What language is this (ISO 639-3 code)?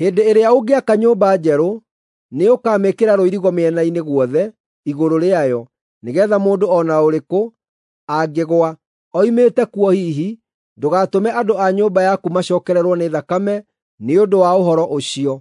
kik